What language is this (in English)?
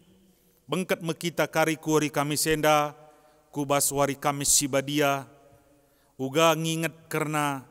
Batak Karo